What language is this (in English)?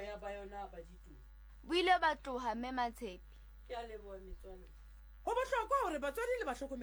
Southern Sotho